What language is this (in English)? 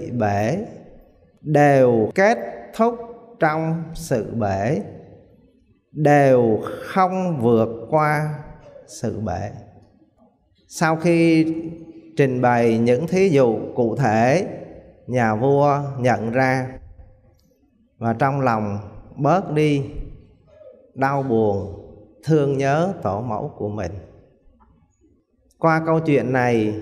Vietnamese